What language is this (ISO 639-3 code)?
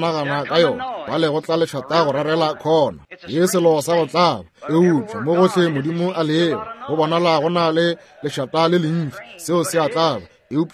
nso